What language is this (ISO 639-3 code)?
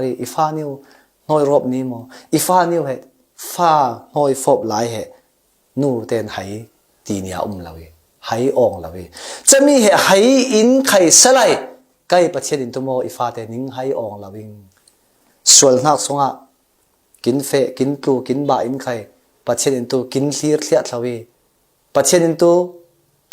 cfm